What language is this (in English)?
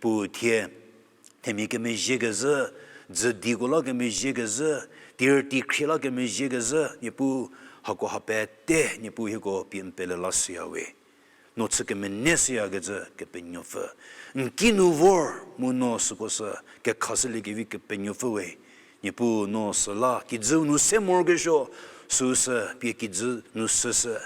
Angami Naga